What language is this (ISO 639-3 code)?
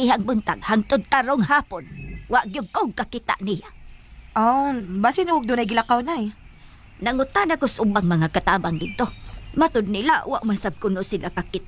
ceb